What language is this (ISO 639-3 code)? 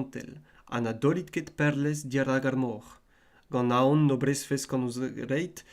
bre